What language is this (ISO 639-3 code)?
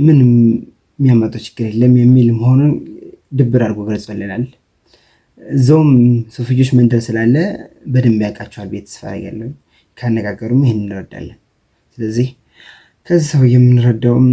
amh